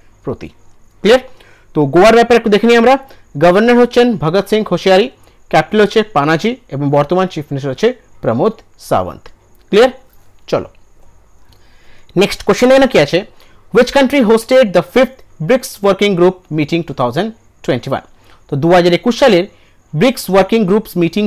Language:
Bangla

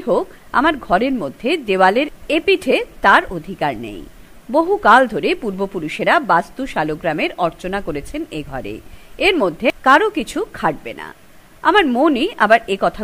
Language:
Bangla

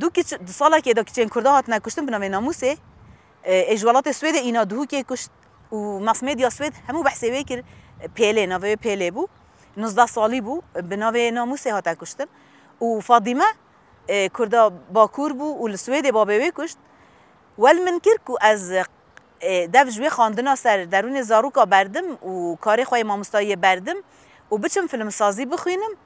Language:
Kurdish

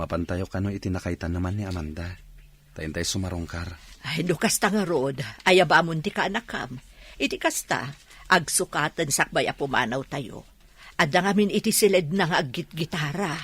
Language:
Iloko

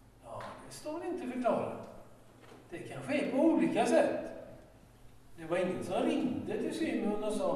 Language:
Swedish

